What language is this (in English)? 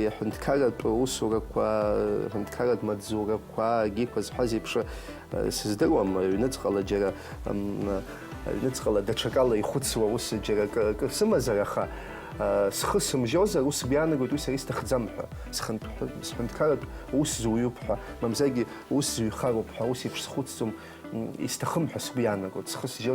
Abkhazian